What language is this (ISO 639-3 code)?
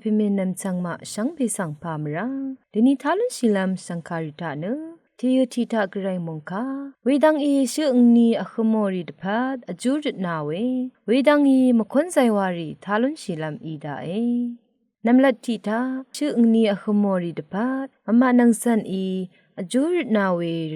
raw